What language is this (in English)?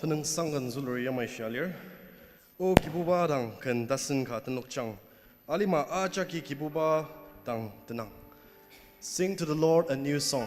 Ao Naga